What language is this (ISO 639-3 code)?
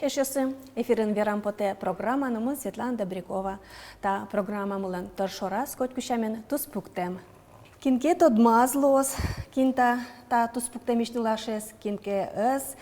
udm